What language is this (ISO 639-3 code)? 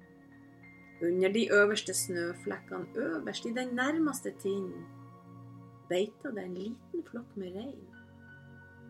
nor